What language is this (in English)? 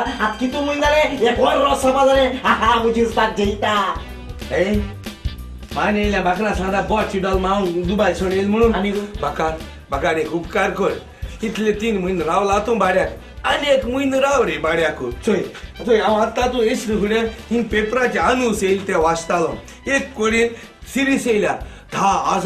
Konkani